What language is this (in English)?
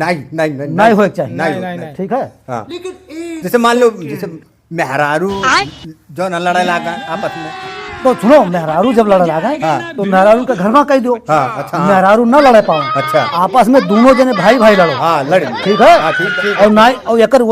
Awadhi